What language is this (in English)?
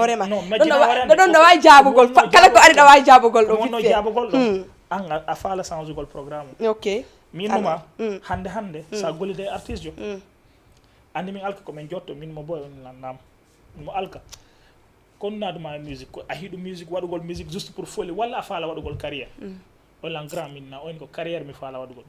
Fula